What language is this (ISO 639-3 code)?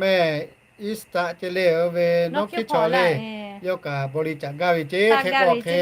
lhu